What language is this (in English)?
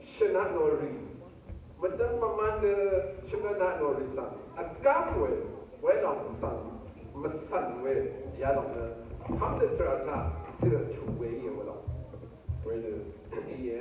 Rawang